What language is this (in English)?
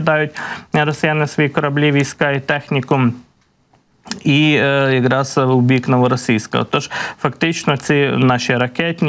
Ukrainian